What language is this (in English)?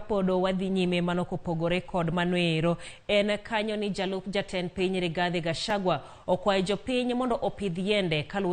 Luo (Kenya and Tanzania)